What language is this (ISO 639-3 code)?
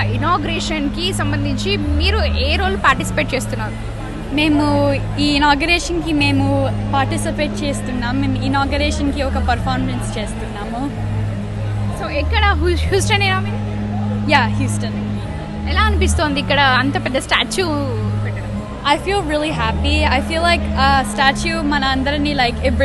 tel